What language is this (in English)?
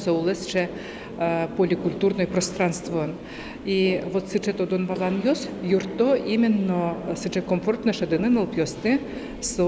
Udmurt